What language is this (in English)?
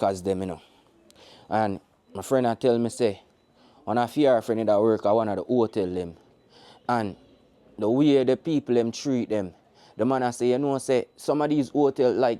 Jamaican Creole English